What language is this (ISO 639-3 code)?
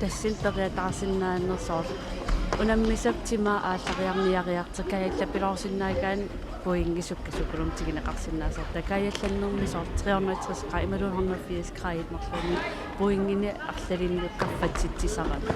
kal